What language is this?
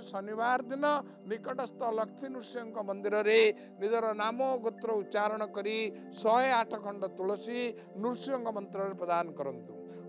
Odia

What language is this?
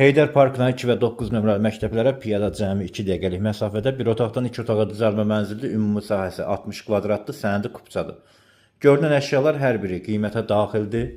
Azerbaijani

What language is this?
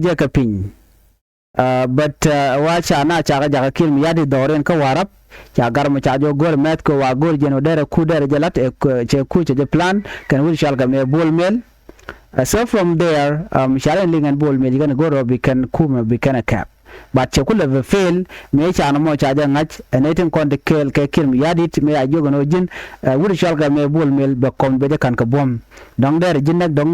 Nuer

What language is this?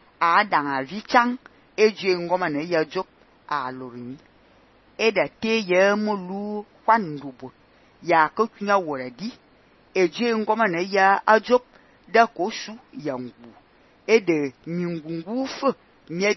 Fang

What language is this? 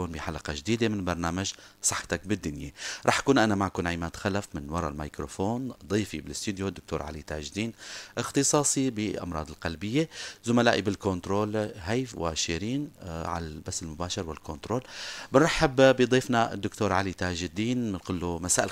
North Levantine Arabic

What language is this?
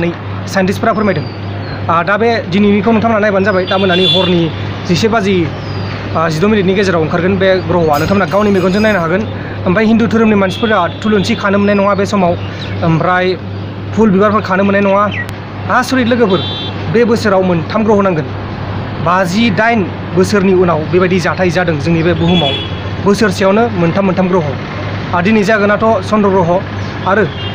Bodo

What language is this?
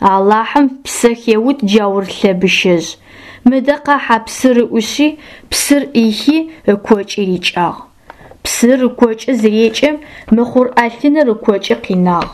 Adyghe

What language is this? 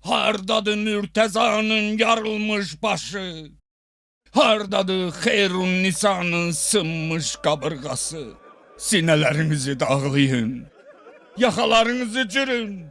Azerbaijani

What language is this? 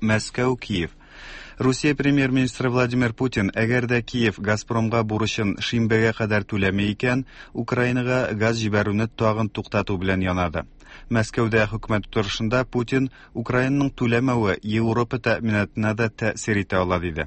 Tatar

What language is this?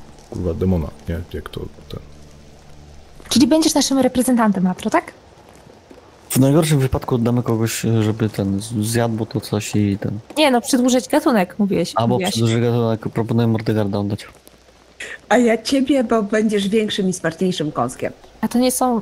Polish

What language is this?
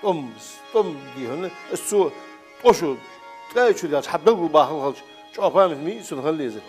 Ingush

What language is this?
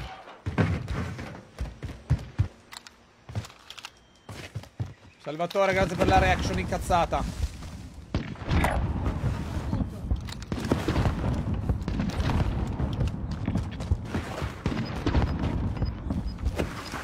Italian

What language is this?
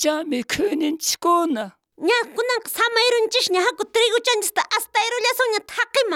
South Bolivian Quechua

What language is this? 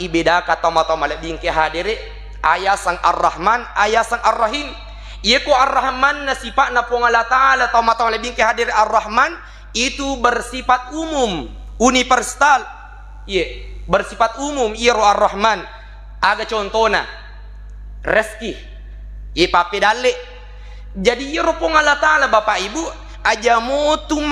Buginese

